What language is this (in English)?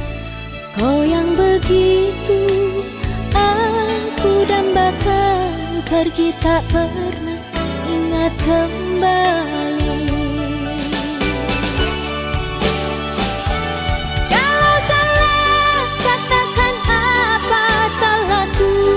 Indonesian